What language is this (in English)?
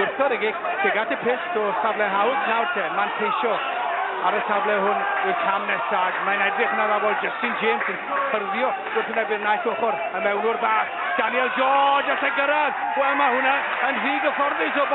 Welsh